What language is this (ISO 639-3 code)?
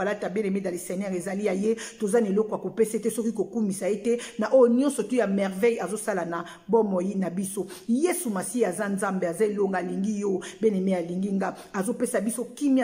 lin